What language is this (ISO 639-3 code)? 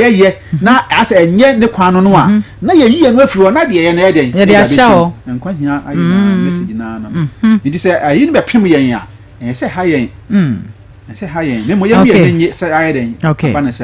aka